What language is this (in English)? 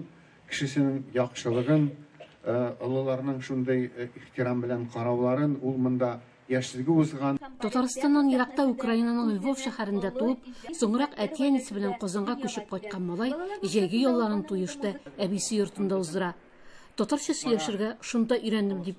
Tatar